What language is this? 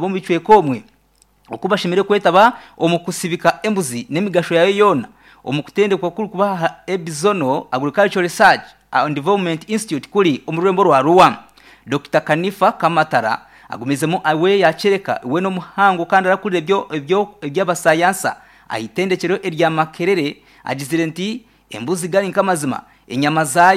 Nyankole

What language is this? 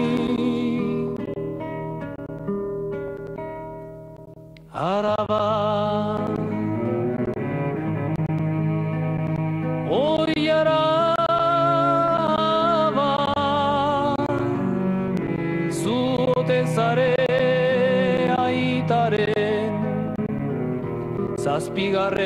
Basque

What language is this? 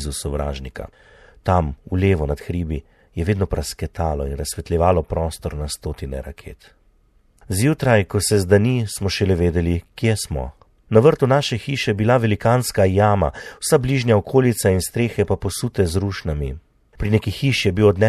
Slovenian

